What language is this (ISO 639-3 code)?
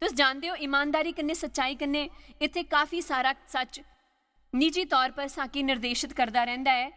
doi